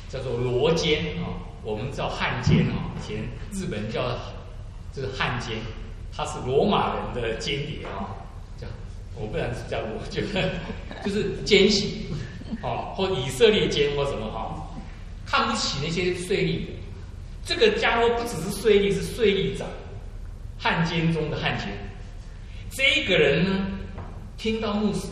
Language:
Chinese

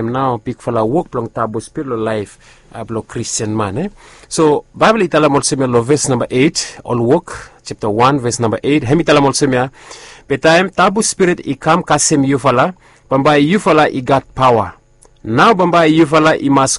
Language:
Bislama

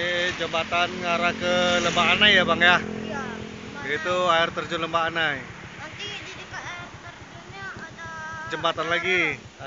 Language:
Indonesian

